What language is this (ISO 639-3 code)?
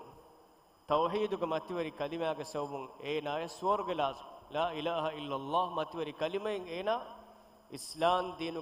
div